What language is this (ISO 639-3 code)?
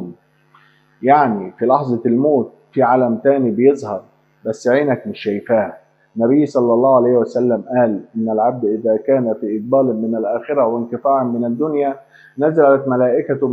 arz